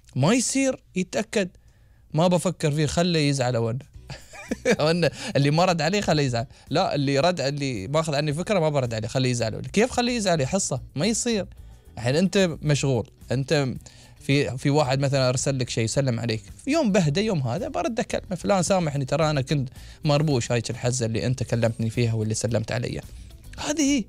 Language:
Gulf Arabic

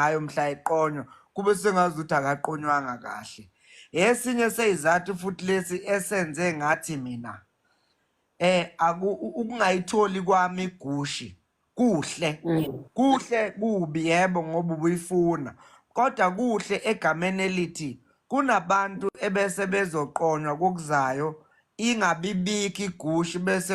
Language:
Zulu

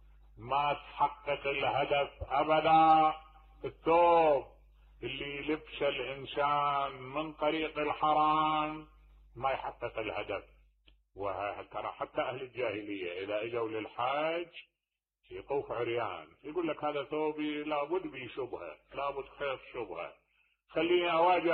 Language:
Mesopotamian Arabic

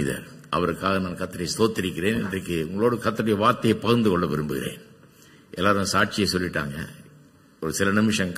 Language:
Tamil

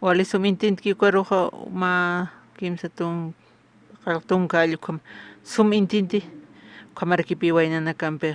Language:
Aymara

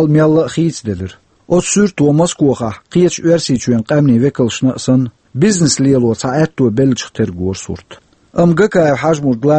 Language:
Chechen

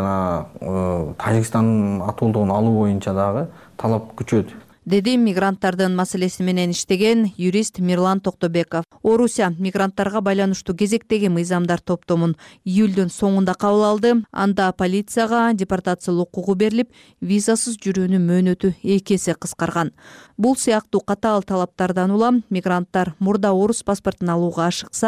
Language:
Kyrgyz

